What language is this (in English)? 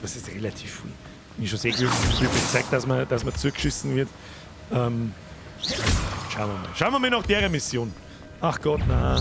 Bavarian